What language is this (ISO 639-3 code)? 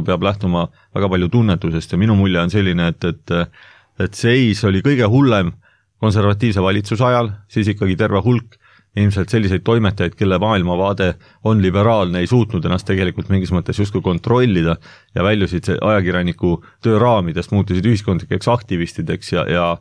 est